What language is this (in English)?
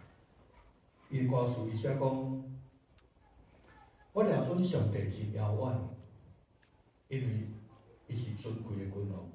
Min Nan Chinese